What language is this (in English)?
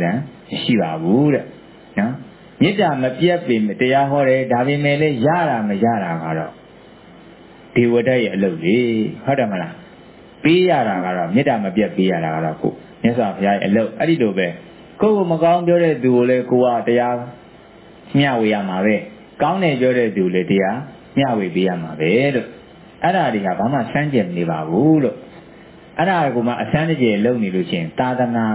Burmese